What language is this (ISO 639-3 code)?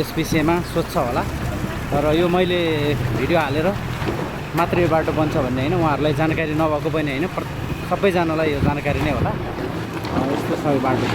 nep